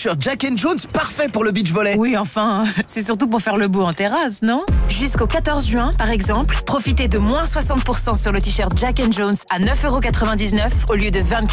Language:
French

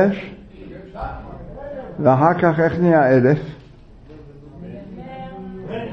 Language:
Hebrew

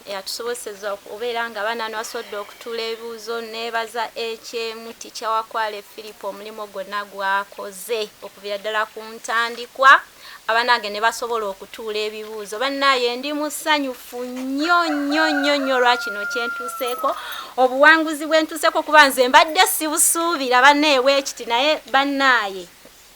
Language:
Ganda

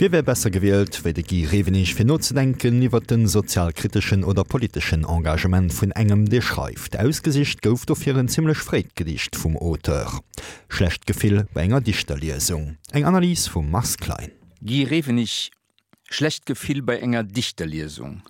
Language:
Luxembourgish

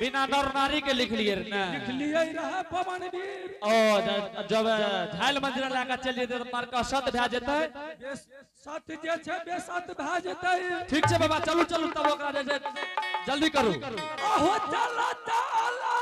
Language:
Angika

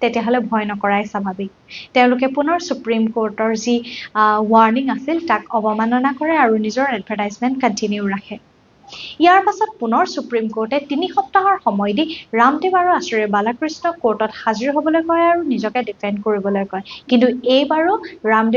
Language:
Assamese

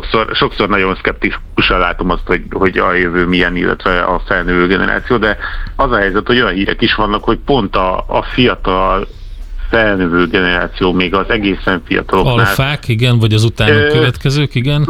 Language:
Hungarian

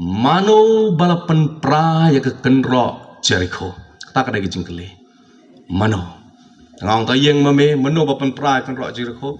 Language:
Khasi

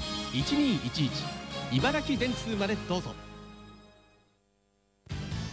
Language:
Japanese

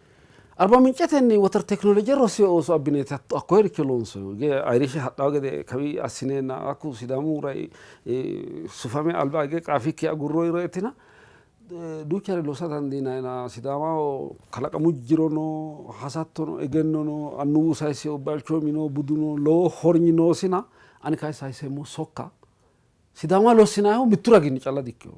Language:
Sidamo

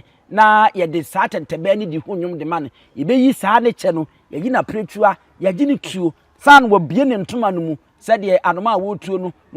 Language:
Akan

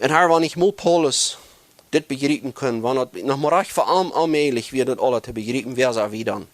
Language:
Plautdietsch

